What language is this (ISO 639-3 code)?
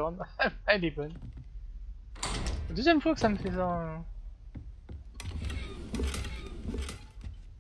fra